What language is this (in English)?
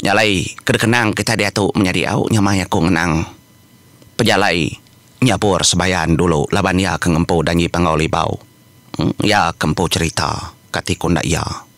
Iban